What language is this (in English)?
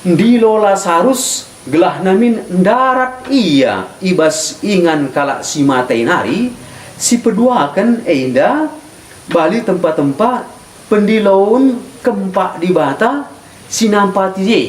Batak Karo